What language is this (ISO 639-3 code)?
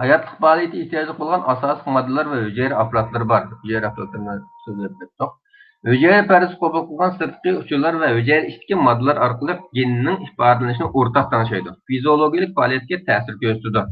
uig